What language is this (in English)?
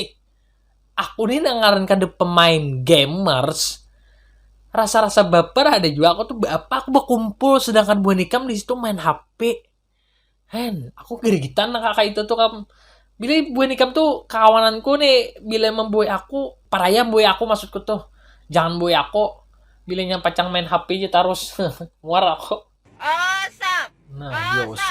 Banjar